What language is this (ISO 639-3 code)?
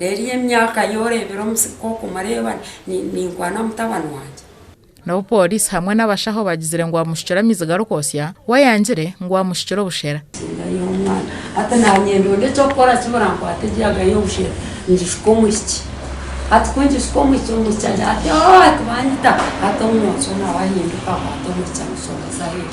nyn